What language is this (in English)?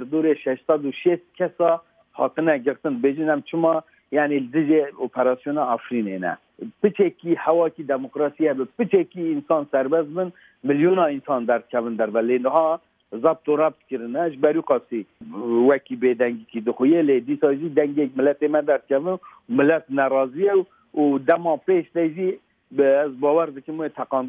Kurdish